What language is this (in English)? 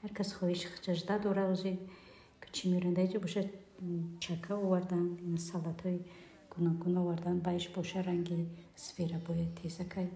Tajik